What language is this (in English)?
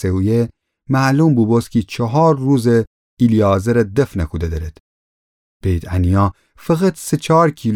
Gilaki